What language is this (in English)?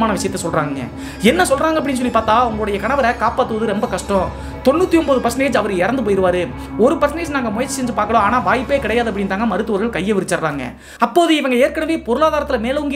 Tamil